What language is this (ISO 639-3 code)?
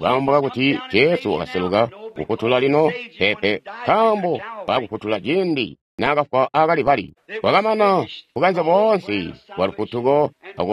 toi